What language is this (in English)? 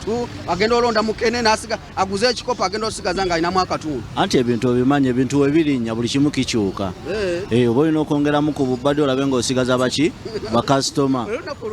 Ganda